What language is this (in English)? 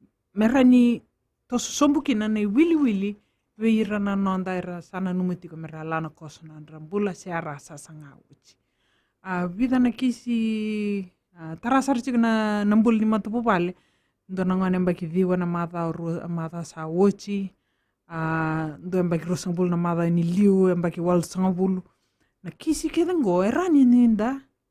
Fijian